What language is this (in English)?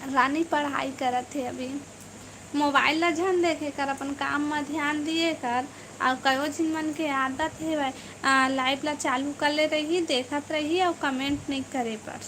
Chhattisgarhi